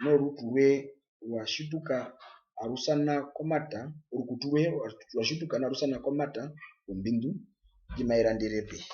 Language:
Herero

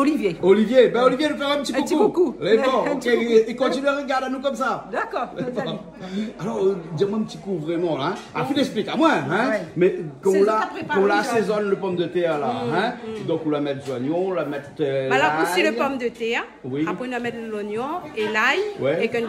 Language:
Réunion Creole French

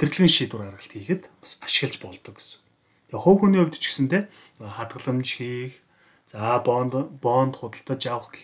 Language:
Mongolian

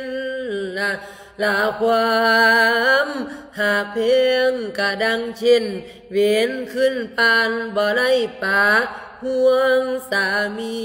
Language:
Lao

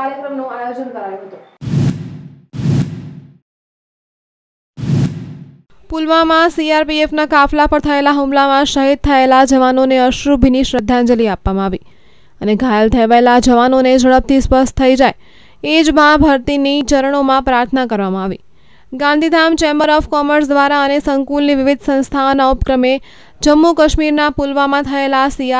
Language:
Gujarati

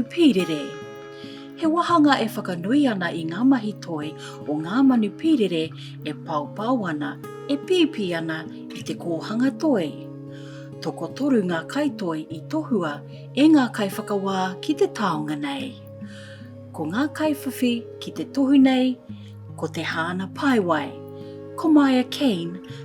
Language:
Māori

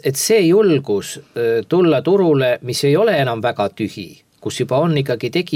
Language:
Estonian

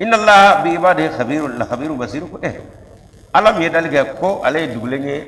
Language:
Bambara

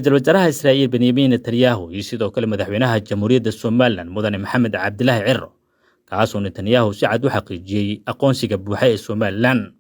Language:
Somali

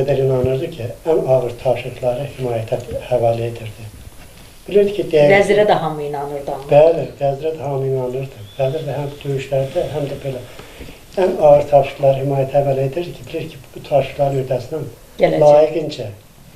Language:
Azerbaijani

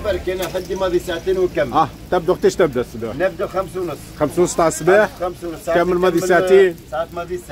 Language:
Tunisian Arabic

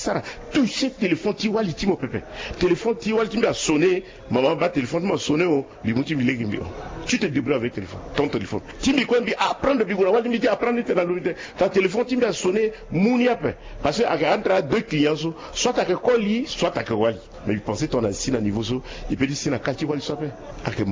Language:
Sango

